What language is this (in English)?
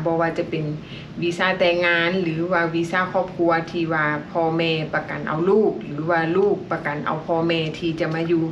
Lao